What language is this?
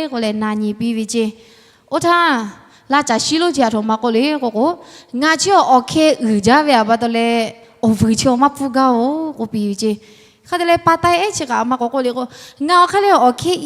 Lahu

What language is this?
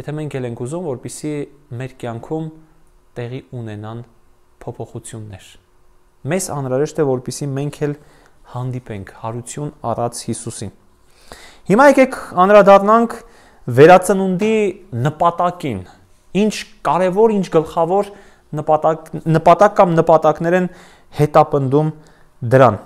Armenian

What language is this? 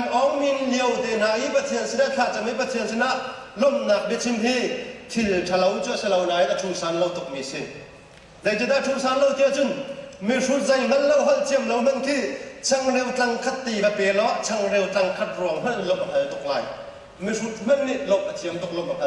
Hakha Chin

